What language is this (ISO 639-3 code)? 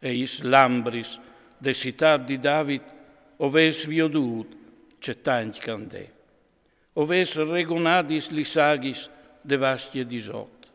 fur